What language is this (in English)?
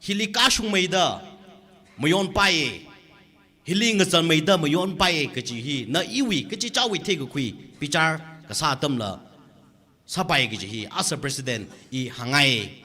Tangkhul Naga (India)